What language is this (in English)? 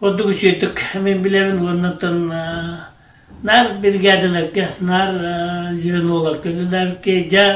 Yakut